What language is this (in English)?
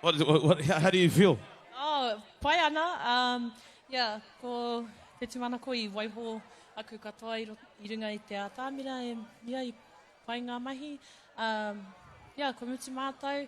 Māori